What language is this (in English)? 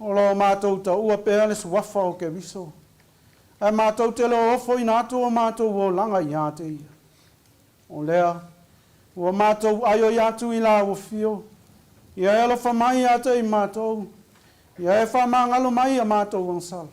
Samoan